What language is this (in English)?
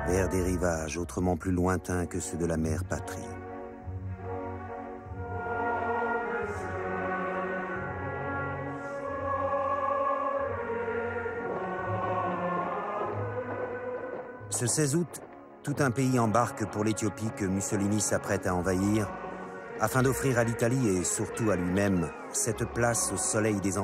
French